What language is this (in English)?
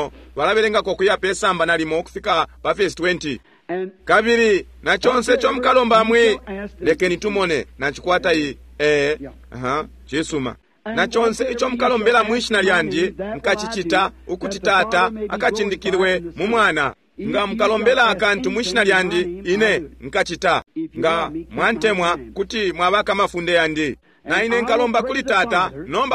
Bemba